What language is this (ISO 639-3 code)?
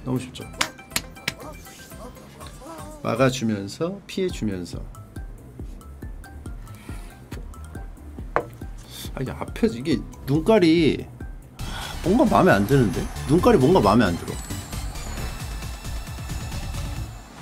kor